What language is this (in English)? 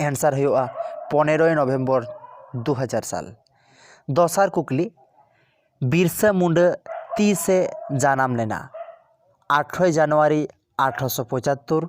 Santali